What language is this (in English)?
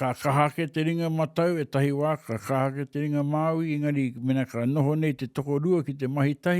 Māori